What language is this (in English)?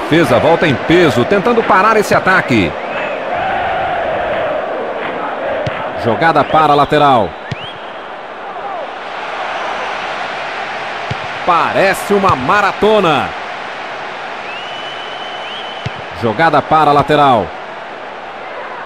Portuguese